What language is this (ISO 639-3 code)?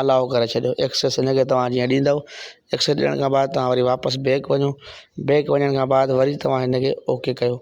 snd